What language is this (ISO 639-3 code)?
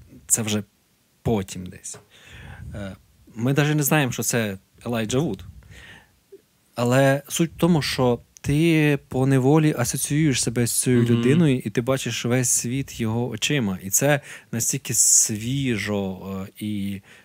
ukr